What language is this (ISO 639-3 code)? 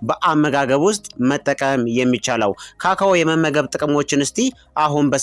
amh